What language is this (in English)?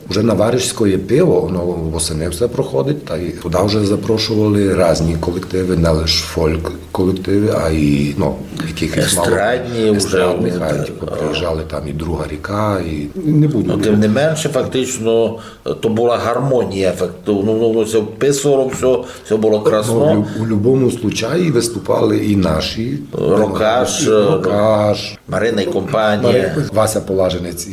Rusyn